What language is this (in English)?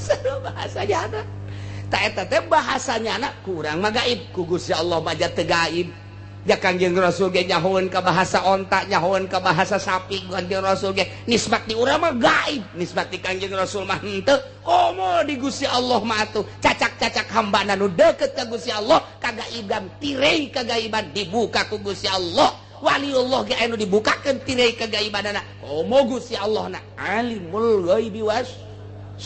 Sundanese